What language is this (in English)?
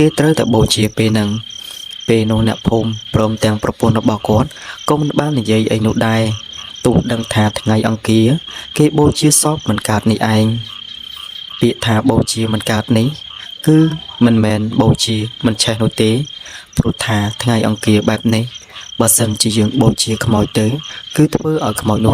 Khmer